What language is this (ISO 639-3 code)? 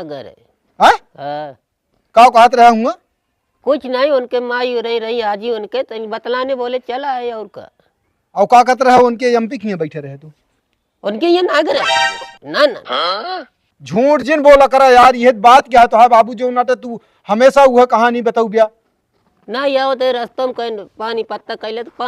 awa